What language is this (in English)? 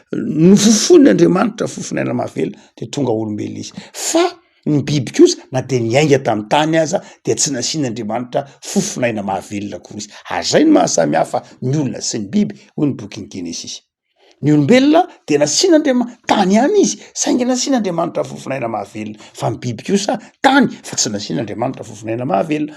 Malagasy